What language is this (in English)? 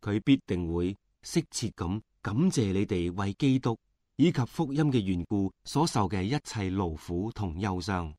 Cantonese